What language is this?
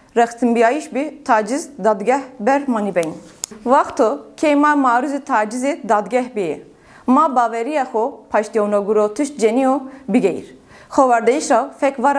Zaza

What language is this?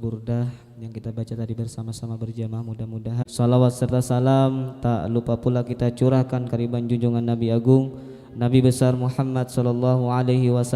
Banjar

